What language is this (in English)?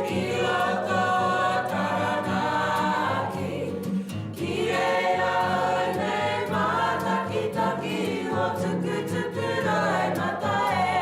Māori